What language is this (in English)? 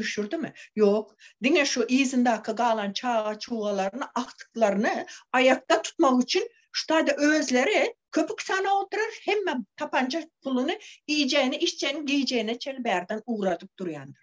Turkmen